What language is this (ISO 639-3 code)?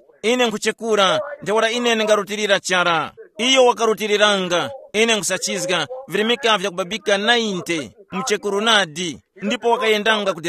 tum